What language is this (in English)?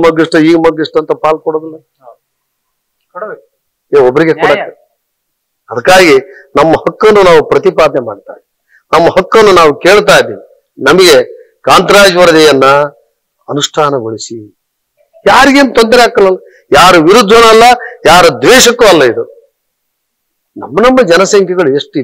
Kannada